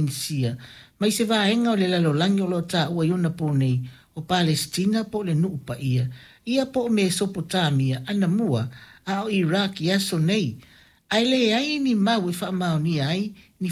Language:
Samoan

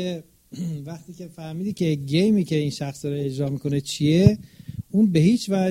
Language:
Persian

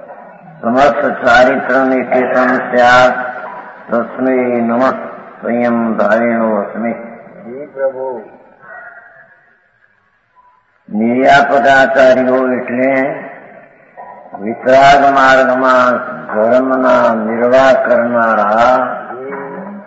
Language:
Gujarati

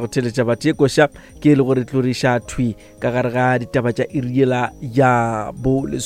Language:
Northern Sotho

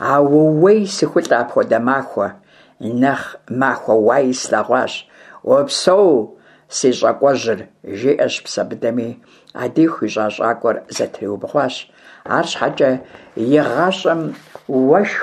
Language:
Kabardian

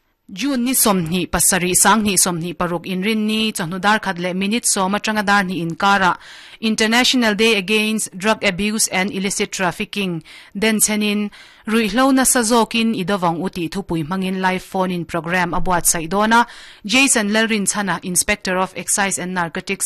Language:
Mizo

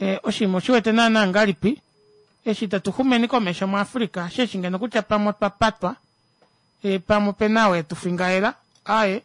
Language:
Kuanyama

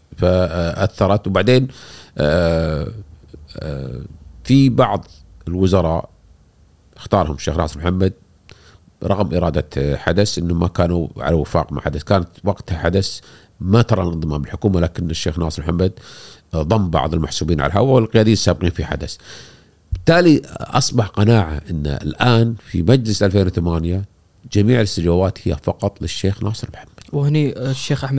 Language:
Gulf Arabic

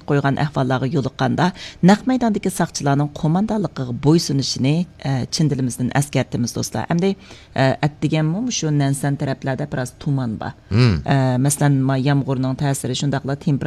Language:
Uyghur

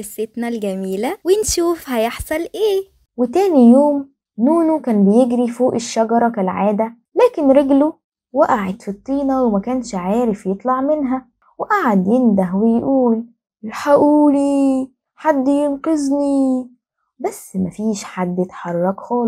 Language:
Egyptian Arabic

